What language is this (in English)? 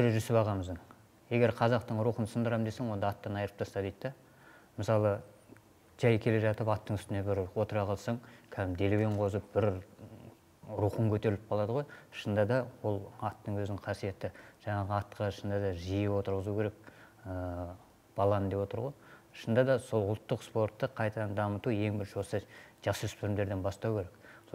Kazakh